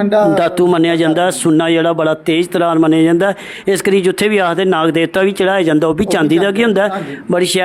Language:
Dogri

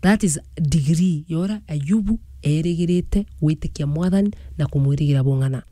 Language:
Meru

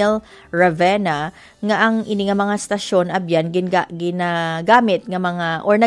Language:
Hiligaynon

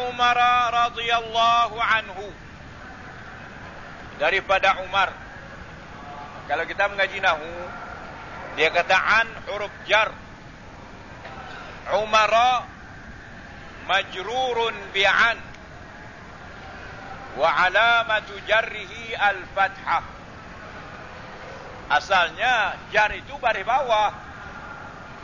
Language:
Malay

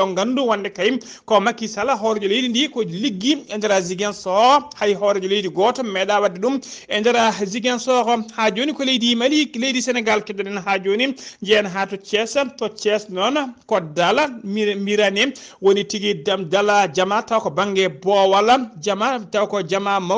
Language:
Fula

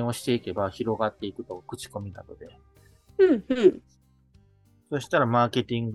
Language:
Japanese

